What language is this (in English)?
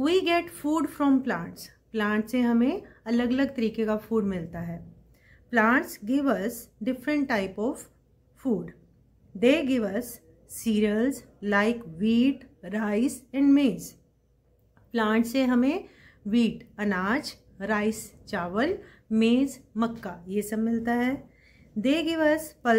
Hindi